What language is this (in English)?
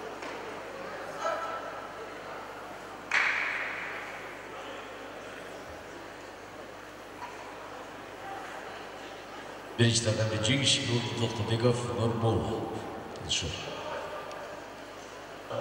Kazakh